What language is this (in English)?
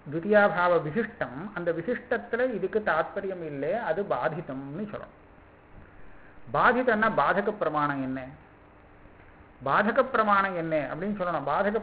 Tamil